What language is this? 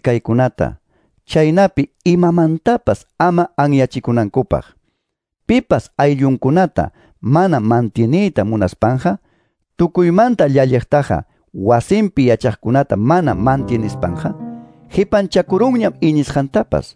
Quechua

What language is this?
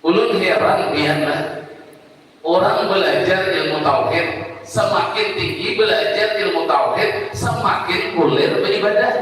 Banjar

